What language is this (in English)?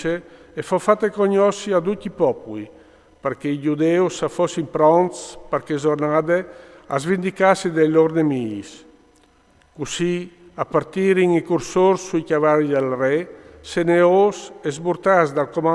Friulian